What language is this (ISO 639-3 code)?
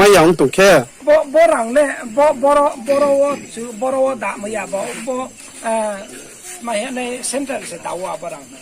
ria